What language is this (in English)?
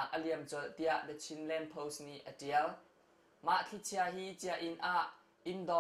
Hakha Chin